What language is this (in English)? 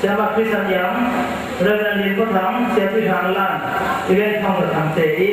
Falam Chin